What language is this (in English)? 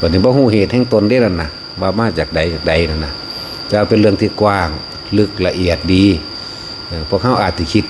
Northeastern Thai